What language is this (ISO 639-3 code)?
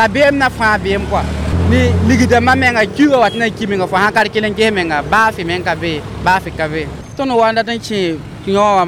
mos